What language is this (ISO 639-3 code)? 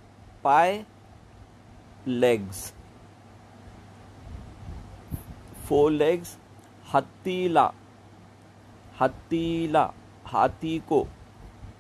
mar